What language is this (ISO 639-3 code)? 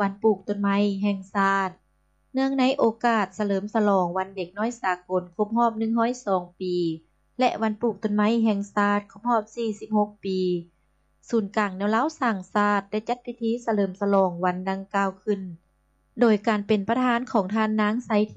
lao